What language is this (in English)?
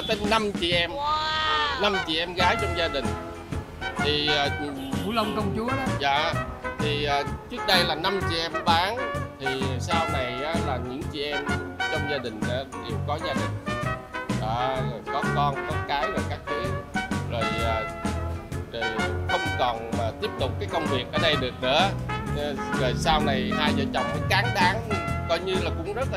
Vietnamese